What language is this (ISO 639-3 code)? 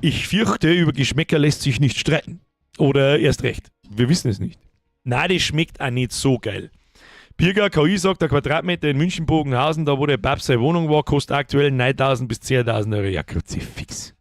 bar